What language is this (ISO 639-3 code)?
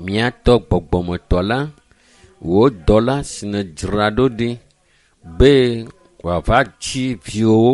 ewe